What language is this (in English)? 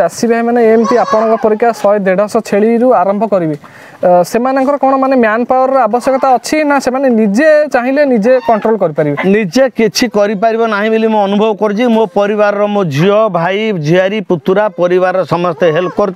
Odia